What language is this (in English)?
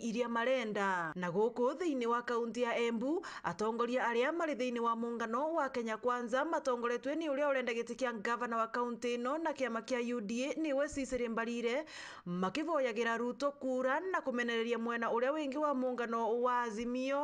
Meru